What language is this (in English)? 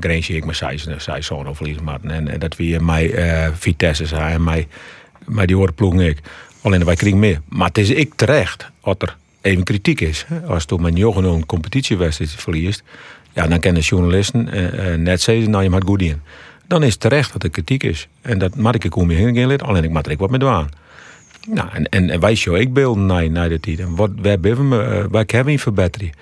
Western Frisian